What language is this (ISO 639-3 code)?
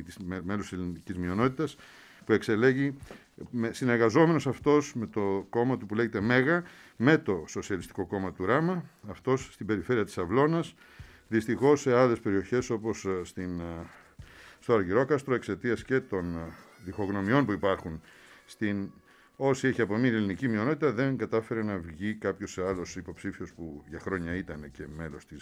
ell